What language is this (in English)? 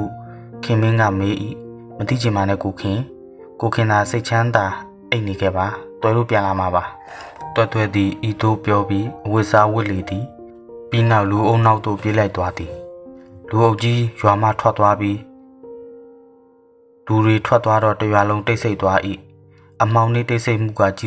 Burmese